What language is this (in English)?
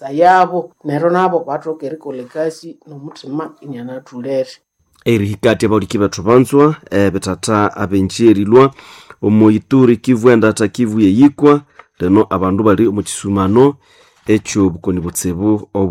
Nande